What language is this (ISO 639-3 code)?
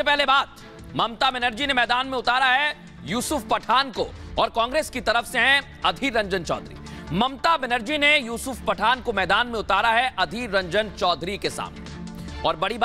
hin